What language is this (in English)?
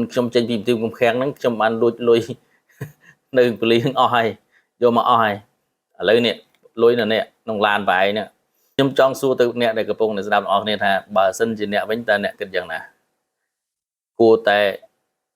Khmer